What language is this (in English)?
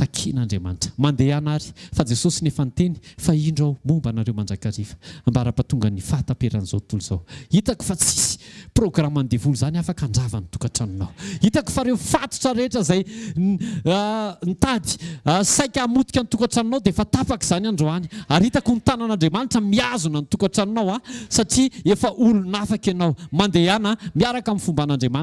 Malagasy